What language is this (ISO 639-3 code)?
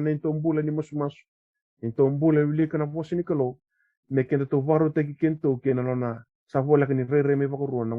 fij